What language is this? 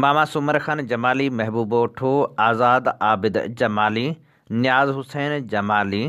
Sindhi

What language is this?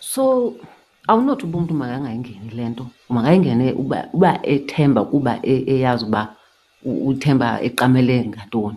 Xhosa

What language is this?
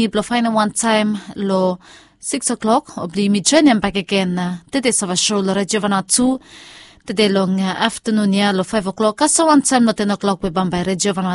Bislama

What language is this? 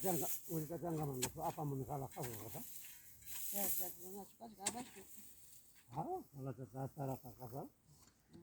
Ayacucho Quechua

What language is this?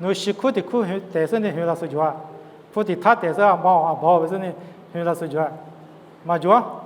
Lisu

